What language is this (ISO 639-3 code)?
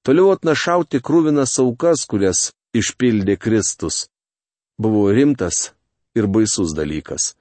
lit